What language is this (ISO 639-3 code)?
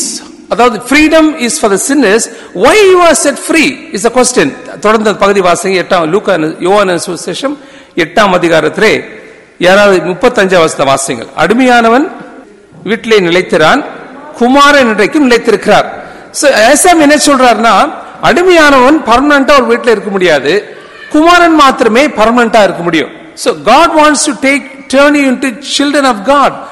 tam